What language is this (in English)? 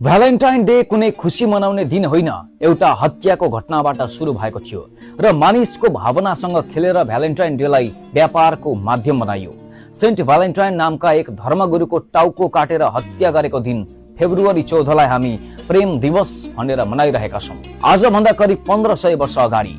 Nepali